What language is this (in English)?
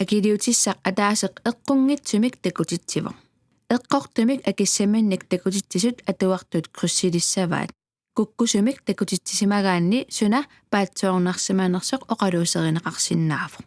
Kalaallisut